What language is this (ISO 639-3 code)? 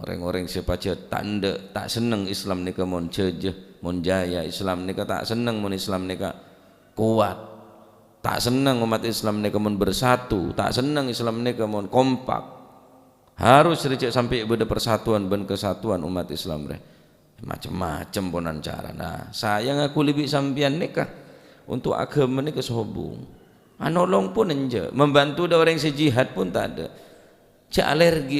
mad